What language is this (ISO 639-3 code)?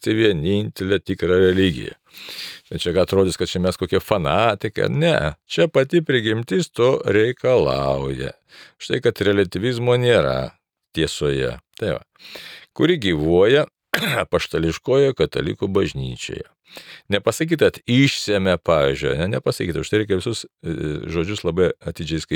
lit